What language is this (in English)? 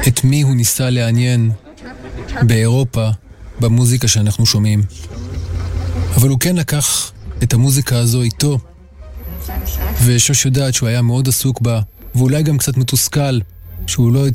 Hebrew